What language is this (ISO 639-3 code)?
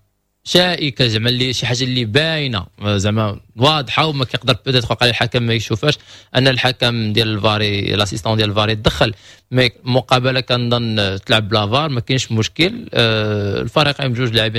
ary